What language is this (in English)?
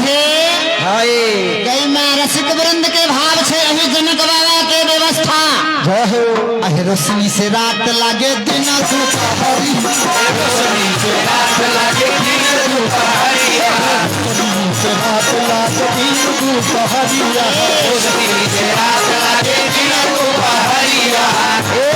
Maithili